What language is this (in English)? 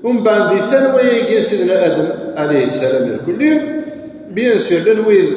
Kabyle